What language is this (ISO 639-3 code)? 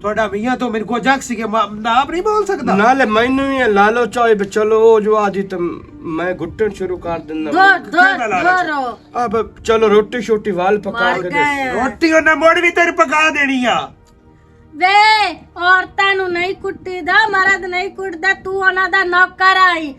lah